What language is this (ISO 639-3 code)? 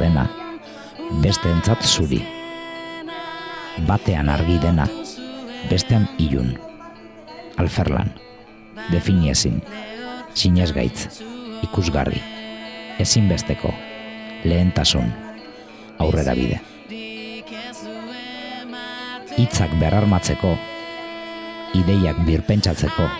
eus